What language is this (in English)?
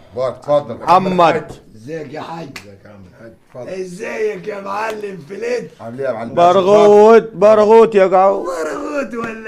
Egyptian Arabic